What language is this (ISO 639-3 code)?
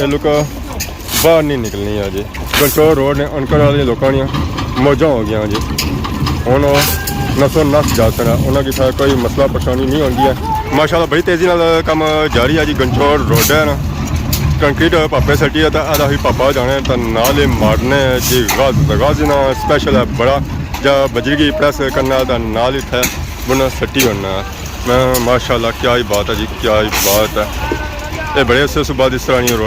phr